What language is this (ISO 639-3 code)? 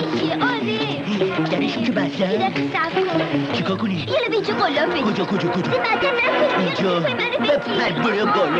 fas